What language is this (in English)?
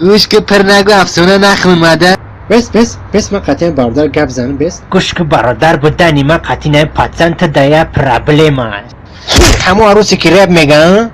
Tajik